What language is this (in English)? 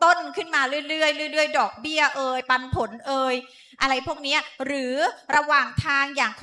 Thai